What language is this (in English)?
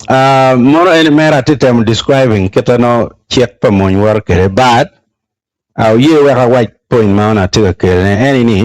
Acoli